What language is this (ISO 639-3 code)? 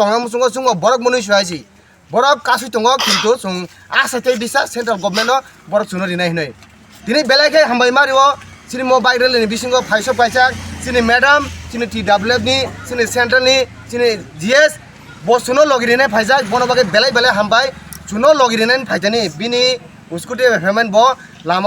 trp